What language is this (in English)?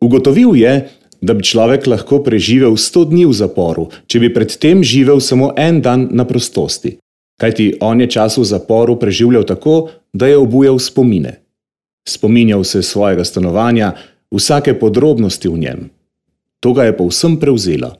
Slovenian